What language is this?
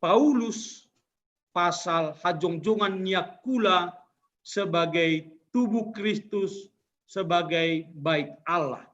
Batak Simalungun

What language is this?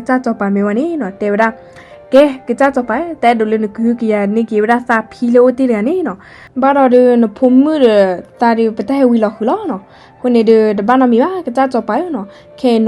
S'gaw Karen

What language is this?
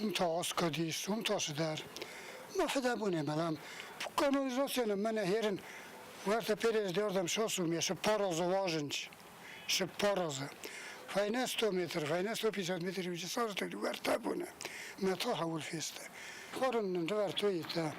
Ossetic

